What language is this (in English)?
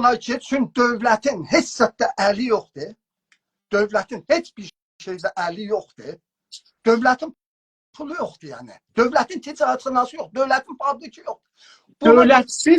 South Azerbaijani